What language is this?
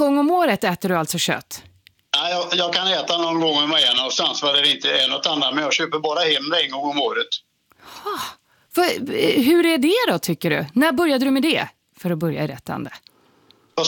Swedish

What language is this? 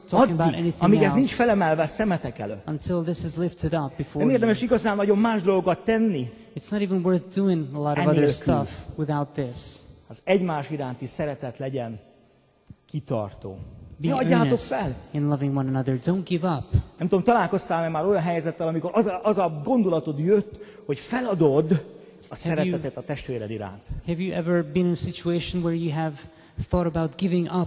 Hungarian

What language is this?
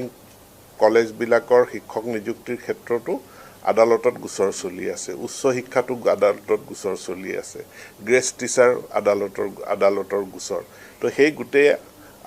Assamese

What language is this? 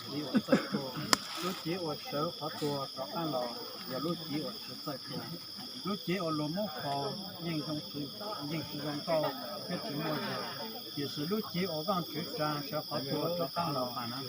Hmong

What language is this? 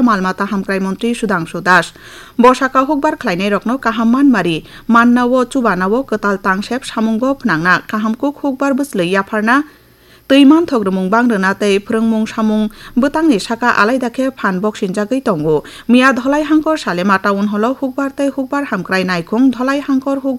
Kok Borok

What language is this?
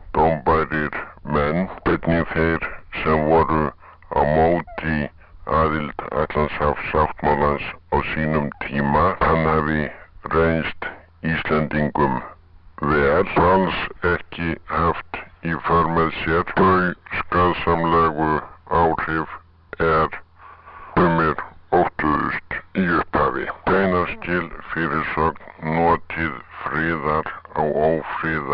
Icelandic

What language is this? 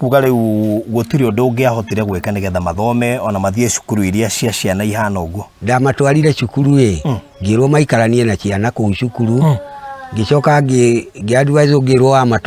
Kikuyu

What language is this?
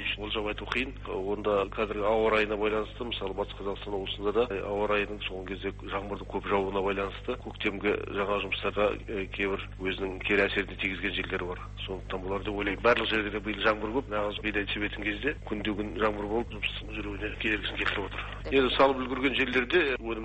Kazakh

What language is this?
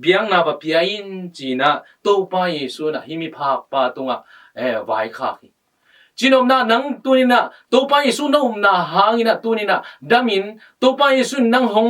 Tedim Chin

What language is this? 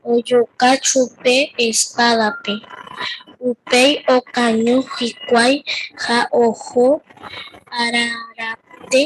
Guarani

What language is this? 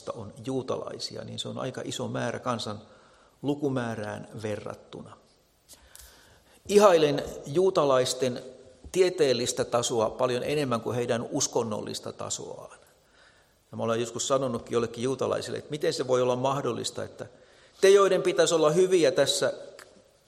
Finnish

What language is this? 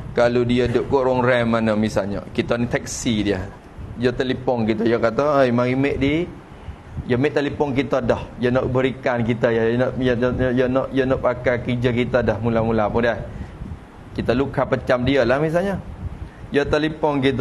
Malay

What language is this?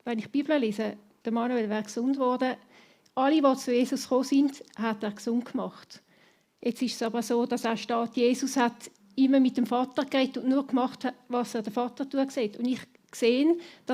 Swiss German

